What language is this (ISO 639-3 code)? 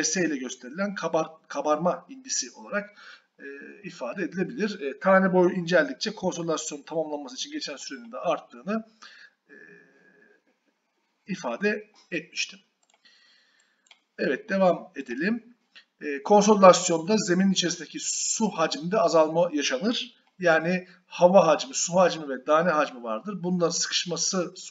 tur